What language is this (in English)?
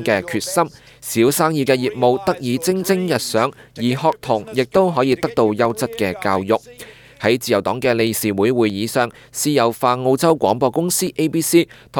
Cantonese